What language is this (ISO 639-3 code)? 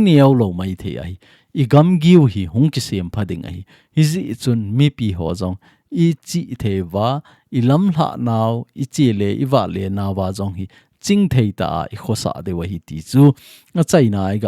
tcz